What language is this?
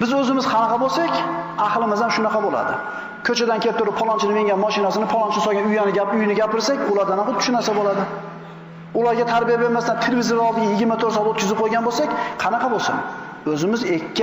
Uzbek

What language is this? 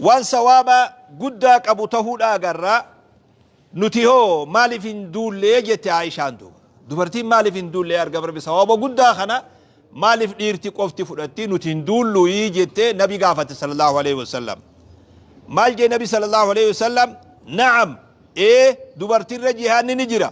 Oromo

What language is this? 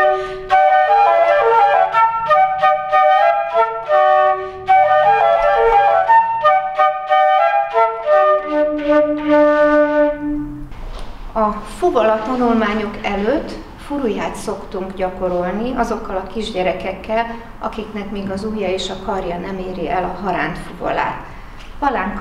Hungarian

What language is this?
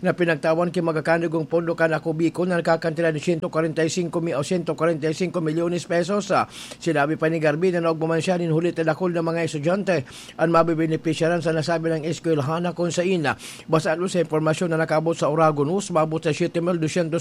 Bikol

